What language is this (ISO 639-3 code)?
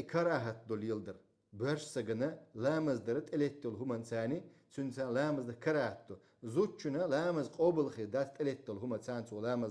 che